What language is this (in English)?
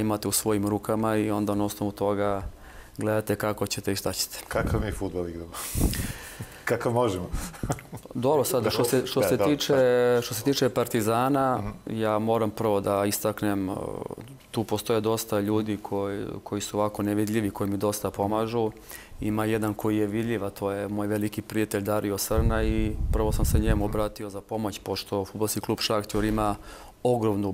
Serbian